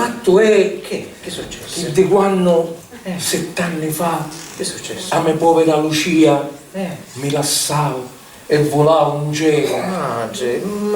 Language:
Sicilian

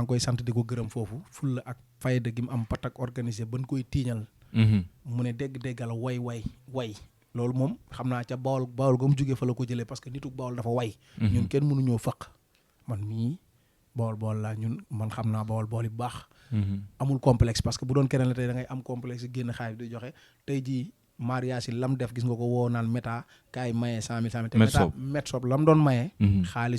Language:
Wolof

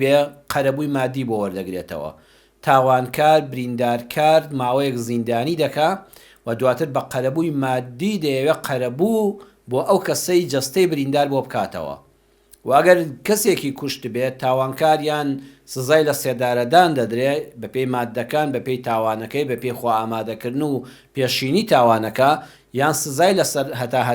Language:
Central Kurdish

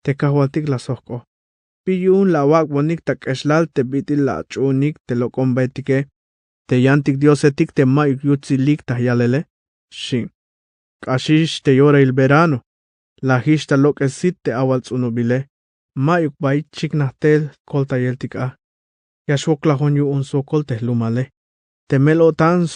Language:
Tzeltal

